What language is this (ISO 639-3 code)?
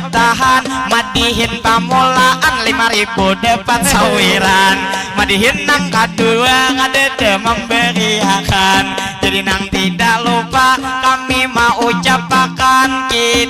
bjn